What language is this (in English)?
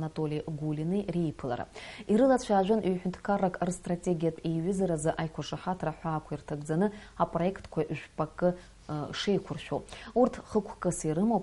Abkhazian